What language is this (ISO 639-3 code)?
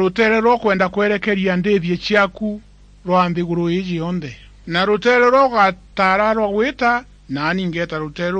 mer